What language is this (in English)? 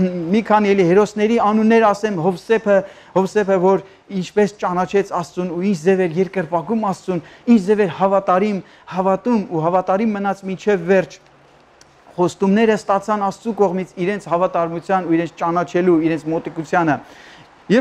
Armenian